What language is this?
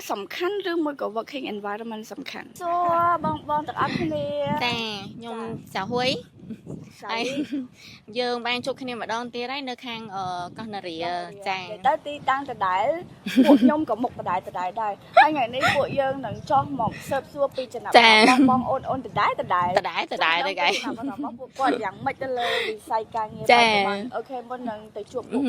Khmer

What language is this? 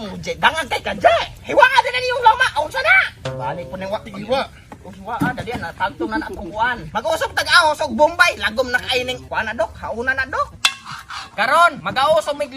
Cebuano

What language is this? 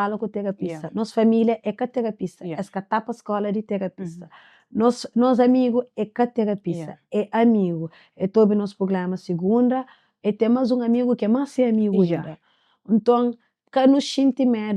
Kabuverdianu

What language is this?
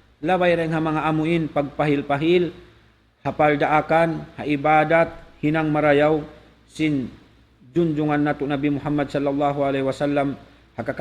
Tausug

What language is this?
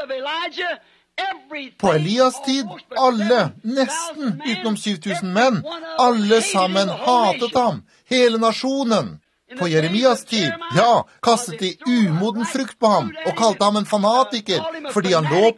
Norwegian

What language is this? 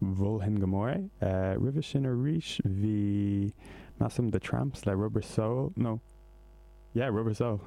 Irish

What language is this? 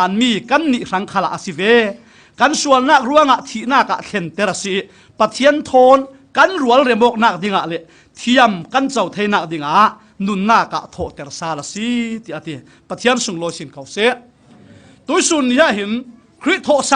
Falam Chin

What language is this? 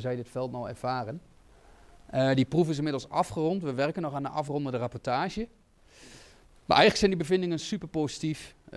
Dutch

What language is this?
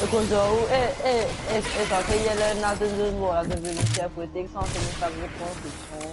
Morisyen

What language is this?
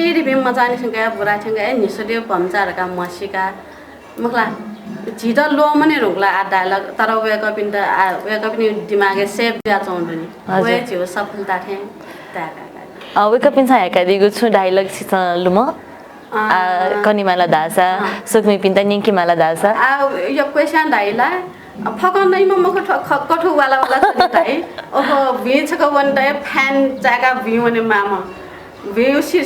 Newari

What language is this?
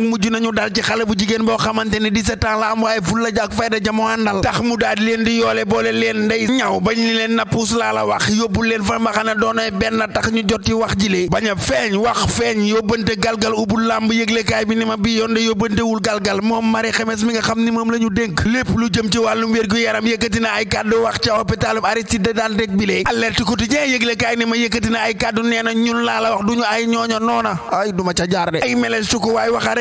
Wolof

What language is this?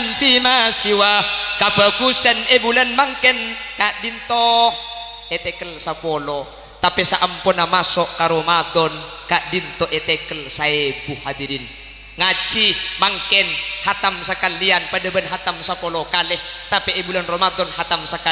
Madurese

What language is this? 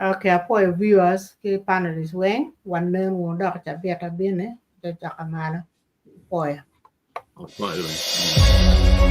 Acoli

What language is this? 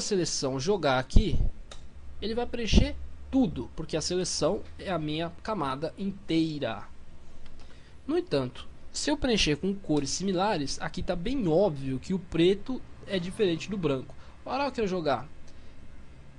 Portuguese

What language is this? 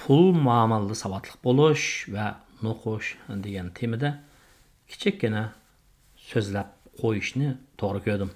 Uyghur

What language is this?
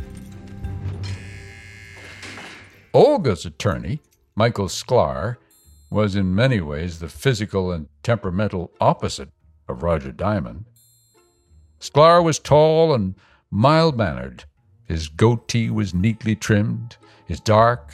English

